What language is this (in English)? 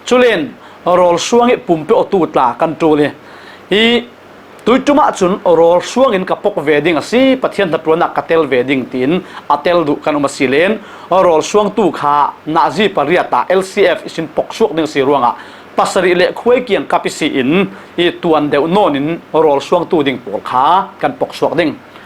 Falam Chin